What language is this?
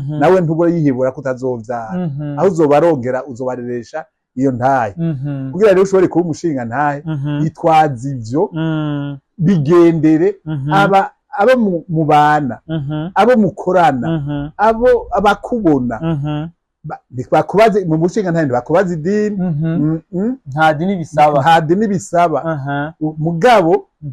Rundi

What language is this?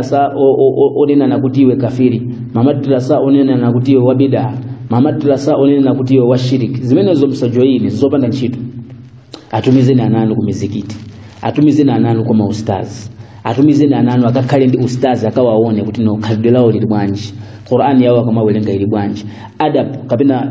Nyanja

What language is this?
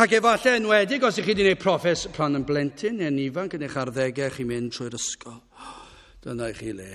Welsh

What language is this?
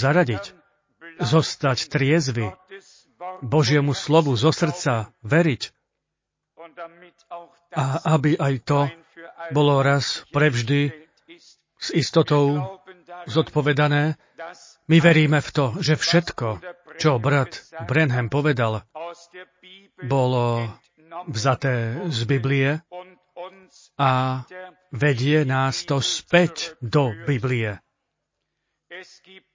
Slovak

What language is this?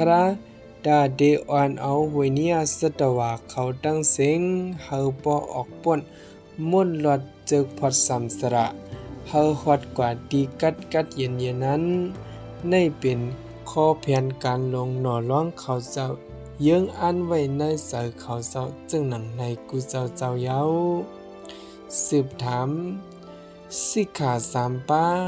Shan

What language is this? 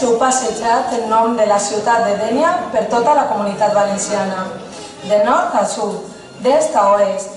Catalan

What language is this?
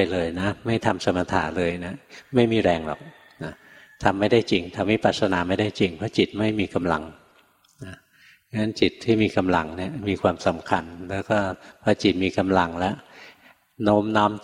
Thai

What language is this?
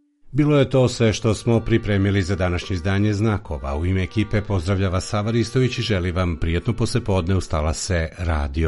Serbian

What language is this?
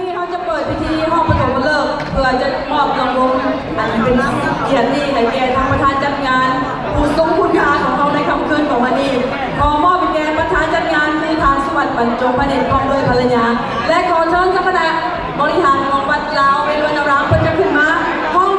Lao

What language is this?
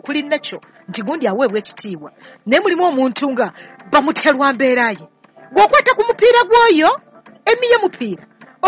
Ganda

